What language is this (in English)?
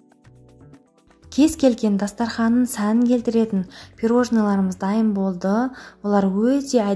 Kazakh